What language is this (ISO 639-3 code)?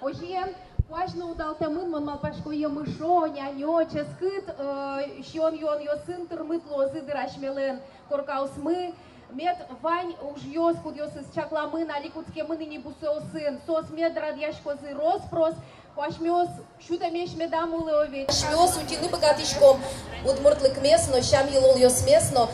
udm